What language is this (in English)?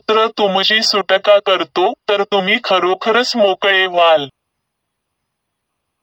Marathi